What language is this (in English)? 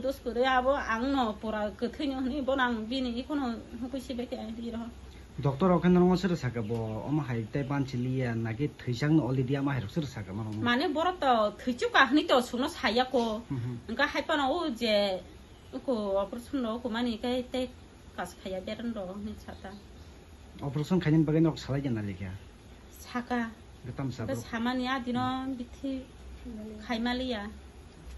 Kok Borok